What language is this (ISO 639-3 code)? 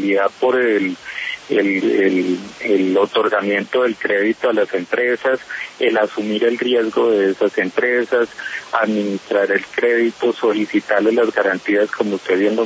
spa